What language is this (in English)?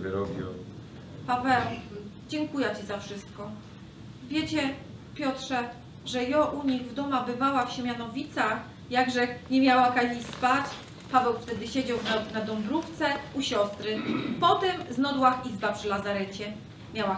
Silesian